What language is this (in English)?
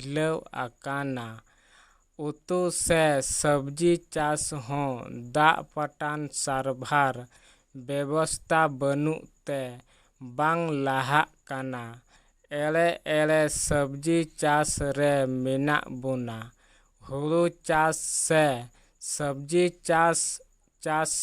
Santali